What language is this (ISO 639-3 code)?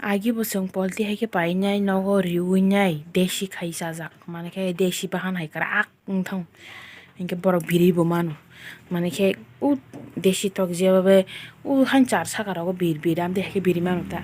trp